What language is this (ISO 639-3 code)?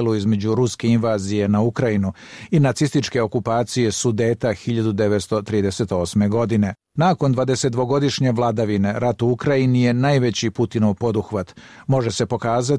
hrv